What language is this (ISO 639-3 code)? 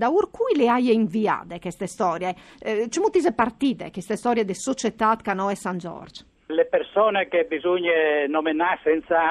fur